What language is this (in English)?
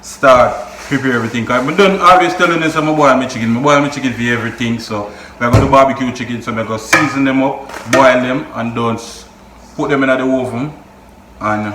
Jamaican Creole English